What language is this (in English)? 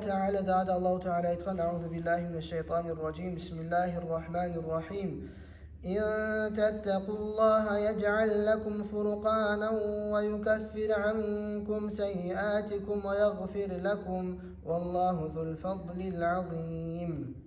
Kumyk